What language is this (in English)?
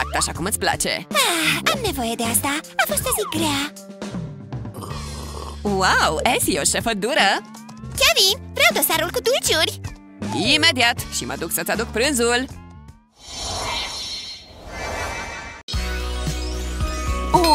Romanian